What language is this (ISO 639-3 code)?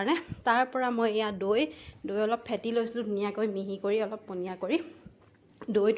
asm